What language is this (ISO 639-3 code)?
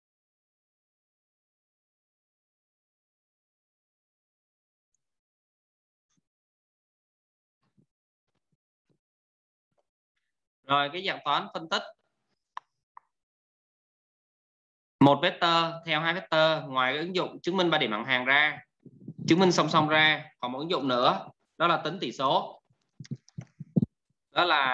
vie